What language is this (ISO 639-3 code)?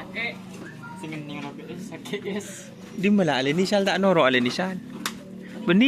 mad